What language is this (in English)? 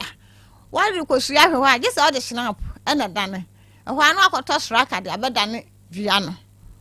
Akan